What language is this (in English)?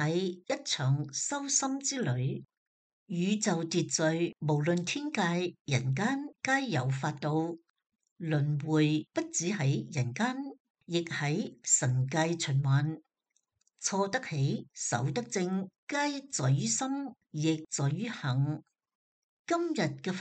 Cantonese